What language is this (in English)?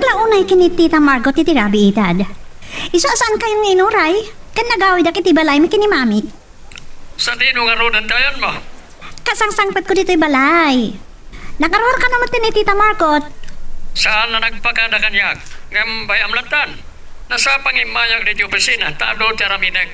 Iloko